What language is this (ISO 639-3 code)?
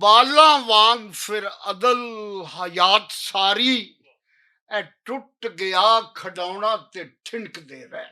lah